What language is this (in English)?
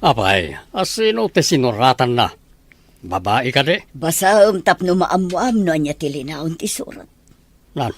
Iloko